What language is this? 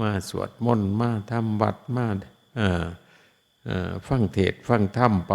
Lao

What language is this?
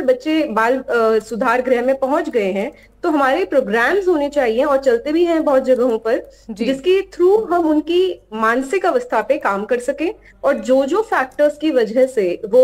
Hindi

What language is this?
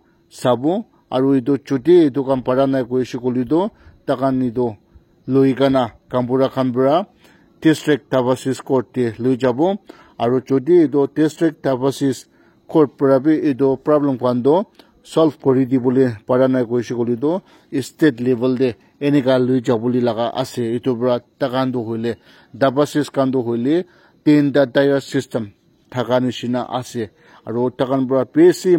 Naga Pidgin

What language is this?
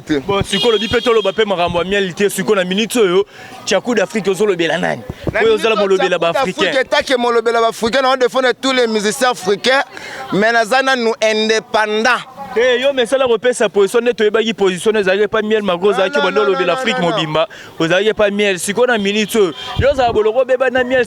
Lingala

